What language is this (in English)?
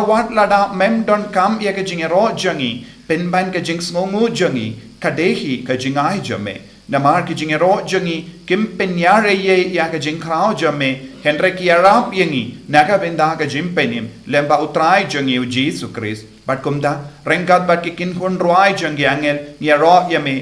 Khasi